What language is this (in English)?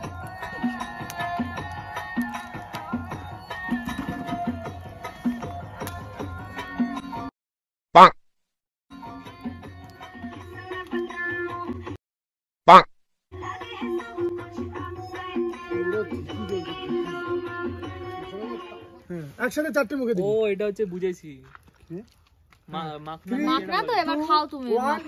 Bangla